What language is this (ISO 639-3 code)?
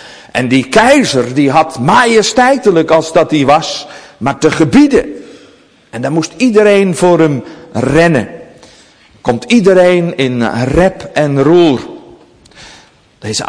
nld